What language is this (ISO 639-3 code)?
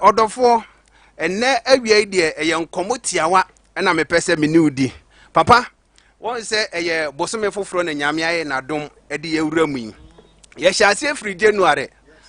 aka